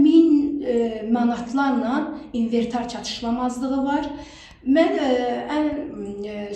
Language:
Azerbaijani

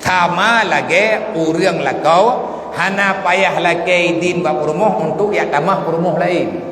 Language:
Achinese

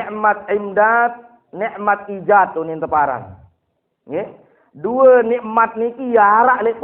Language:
Sasak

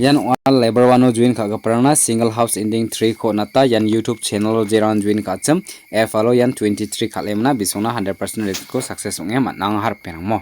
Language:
Garo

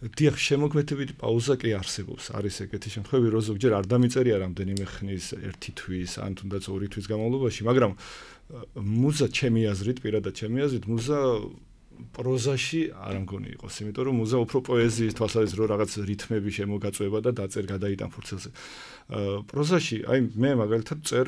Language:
Georgian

